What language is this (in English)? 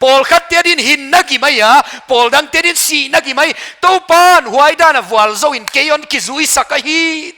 Paite Chin